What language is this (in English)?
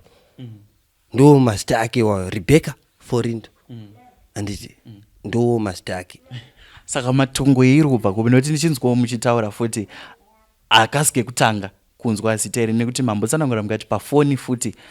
Shona